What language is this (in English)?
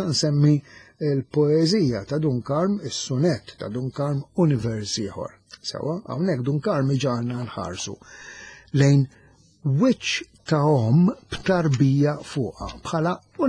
Maltese